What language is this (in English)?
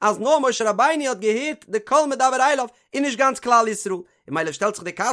Yiddish